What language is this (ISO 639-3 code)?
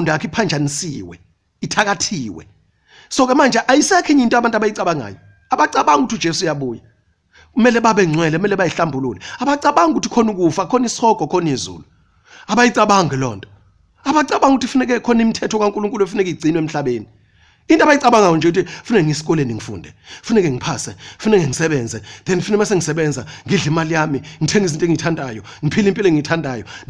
zul